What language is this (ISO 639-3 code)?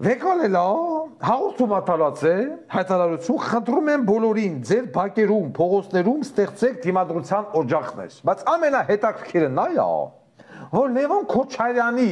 hye